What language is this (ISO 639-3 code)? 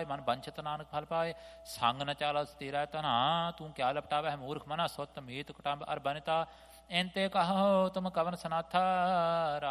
pan